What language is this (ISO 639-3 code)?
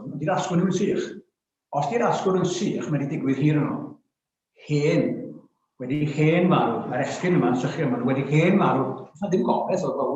cym